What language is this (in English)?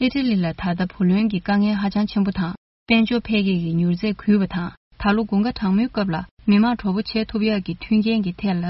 Tibetan